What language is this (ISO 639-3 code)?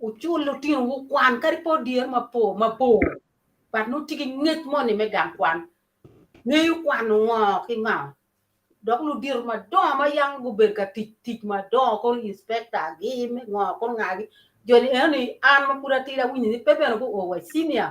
ach